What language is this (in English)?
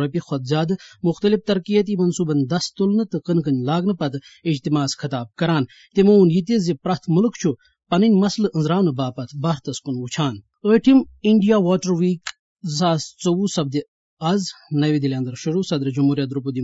Kashmiri